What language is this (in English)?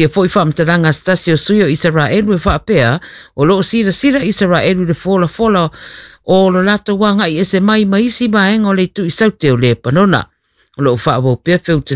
Samoan